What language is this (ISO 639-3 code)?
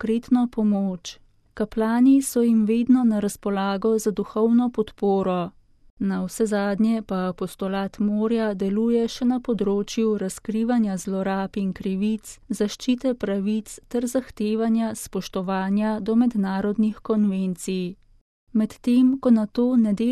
slv